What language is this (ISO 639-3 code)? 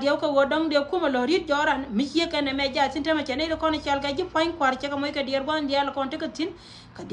nus